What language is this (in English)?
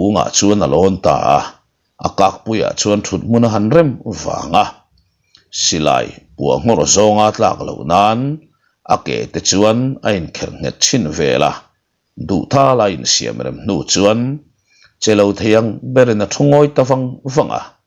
Mizo